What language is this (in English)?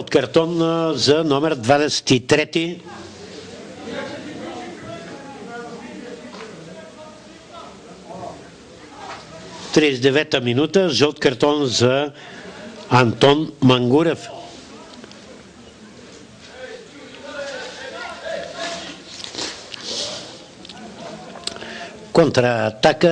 Bulgarian